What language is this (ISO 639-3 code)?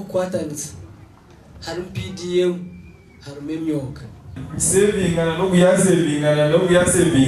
nyn